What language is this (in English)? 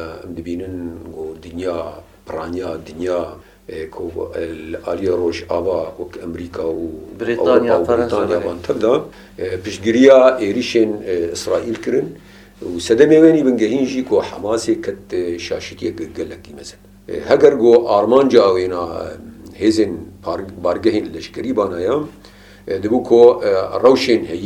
Kurdish